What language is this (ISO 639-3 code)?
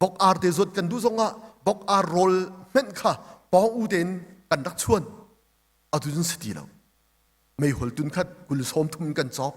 cnh